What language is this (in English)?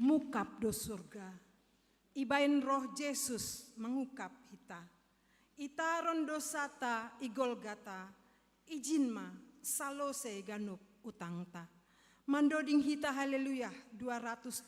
Batak Simalungun